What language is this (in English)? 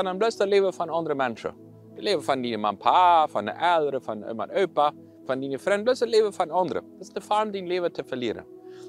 Plautdietsch